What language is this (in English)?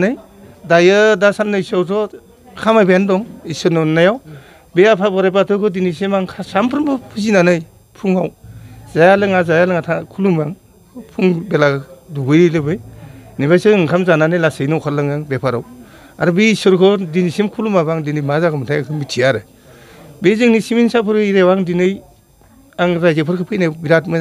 Bodo